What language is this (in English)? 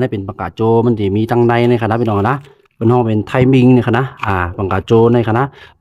Shan